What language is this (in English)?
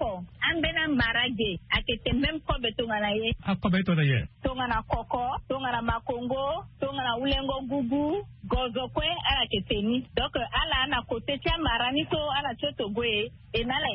Sango